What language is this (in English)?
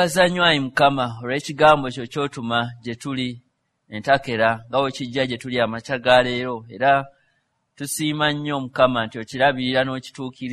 Ganda